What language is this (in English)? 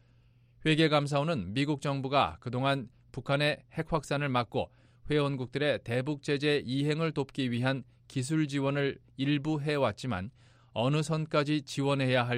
Korean